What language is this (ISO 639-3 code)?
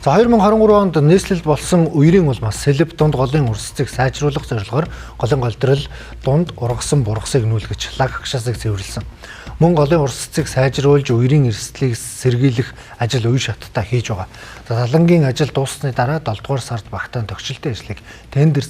mon